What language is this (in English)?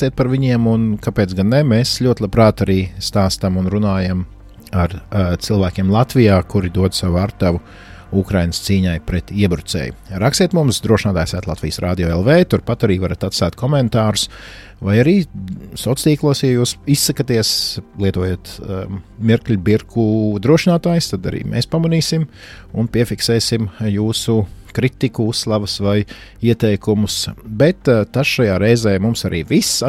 Latvian